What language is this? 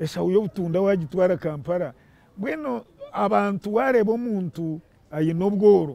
Nyankole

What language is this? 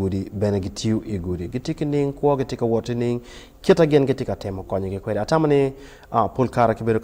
Acoli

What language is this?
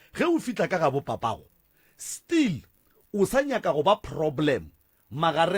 Northern Sotho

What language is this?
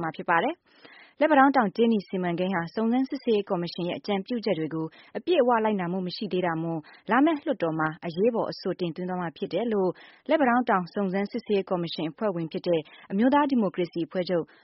Burmese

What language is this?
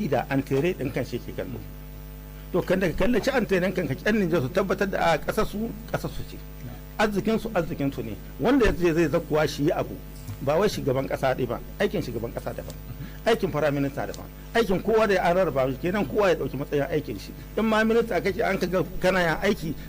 Hausa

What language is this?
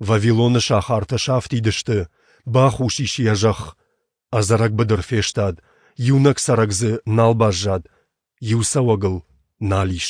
Ossetic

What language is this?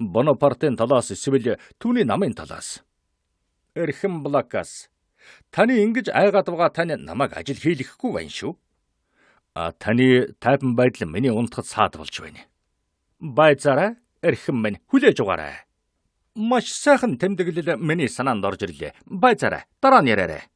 Mongolian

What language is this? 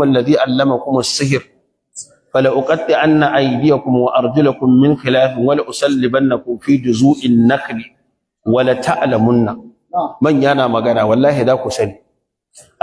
Hausa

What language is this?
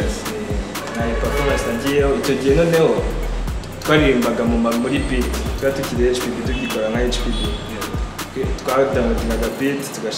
Kinyarwanda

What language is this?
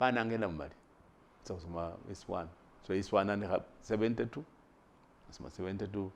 Masaaba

